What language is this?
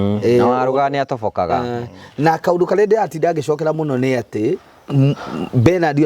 Kikuyu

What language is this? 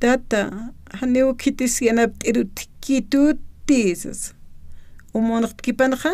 Aymara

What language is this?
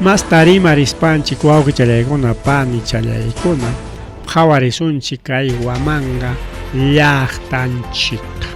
Ayacucho Quechua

